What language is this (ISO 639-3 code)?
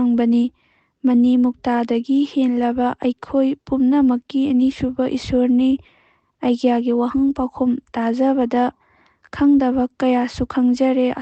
mni